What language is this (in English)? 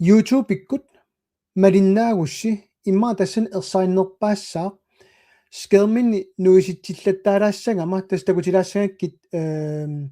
Kalaallisut